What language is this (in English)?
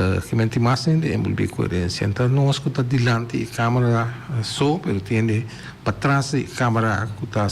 Papiamento